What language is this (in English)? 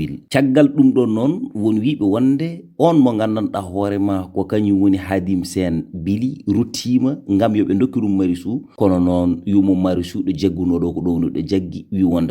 Fula